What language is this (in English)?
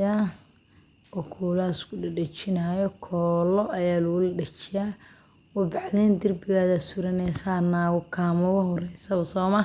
Somali